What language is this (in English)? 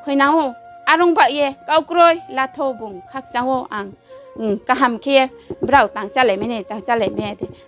Riang (India)